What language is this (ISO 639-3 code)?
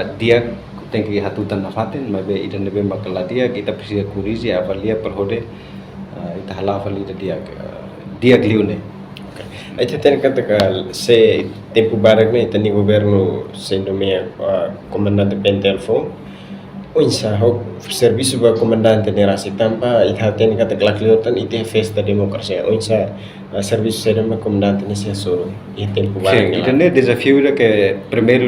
tet